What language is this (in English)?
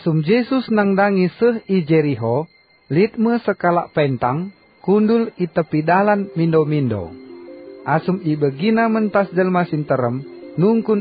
Batak Karo